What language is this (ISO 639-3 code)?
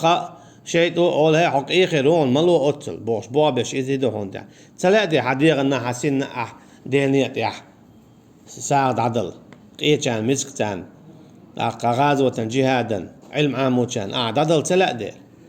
che